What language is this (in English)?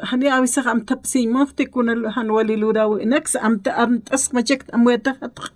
Aymara